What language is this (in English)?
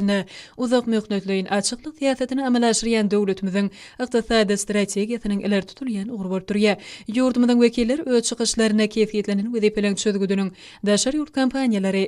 Turkmen